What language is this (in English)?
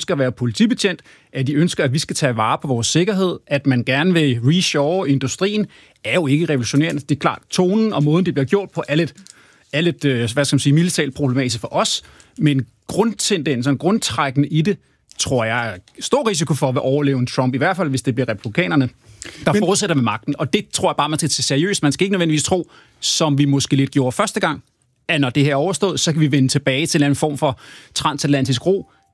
Danish